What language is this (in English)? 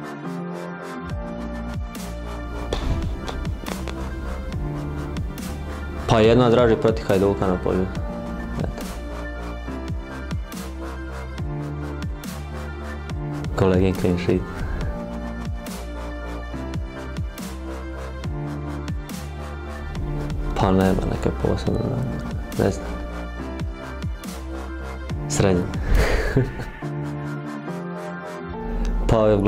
Croatian